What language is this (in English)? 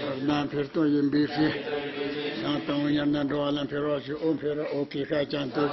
Tibetan